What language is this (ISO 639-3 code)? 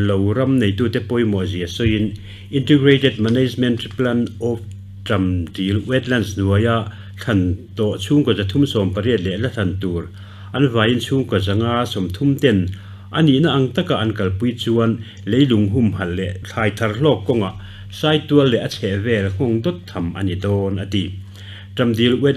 lus